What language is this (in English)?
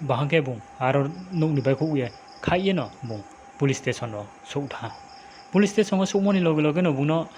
Riang (India)